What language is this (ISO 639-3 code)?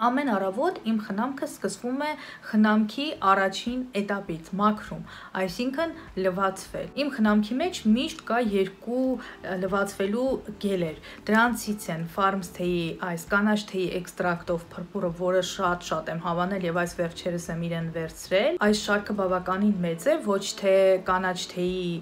hye